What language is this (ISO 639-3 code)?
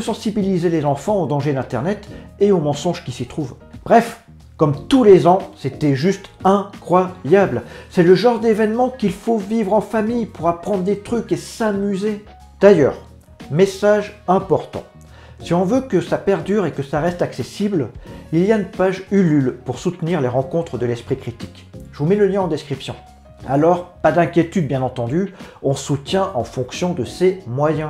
fra